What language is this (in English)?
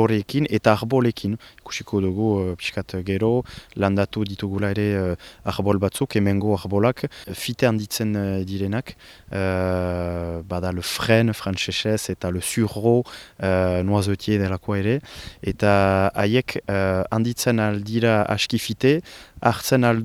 Basque